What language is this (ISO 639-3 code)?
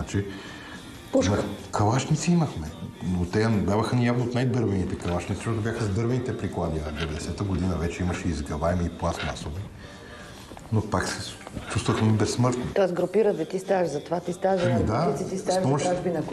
bul